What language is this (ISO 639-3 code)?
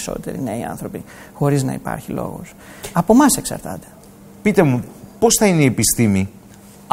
ell